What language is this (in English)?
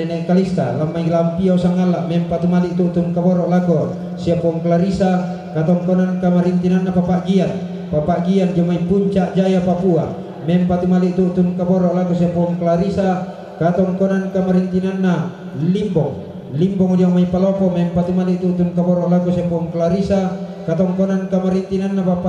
Toraja-Sa'dan